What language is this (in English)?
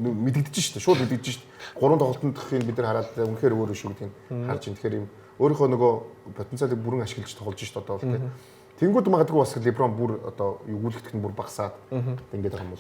Mongolian